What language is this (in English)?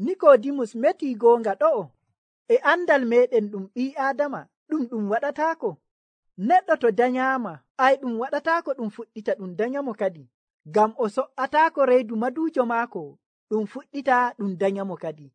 Nigerian Fulfulde